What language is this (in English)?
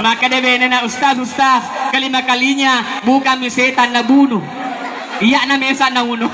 Buginese